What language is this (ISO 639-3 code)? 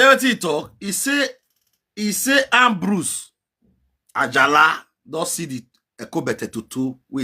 pcm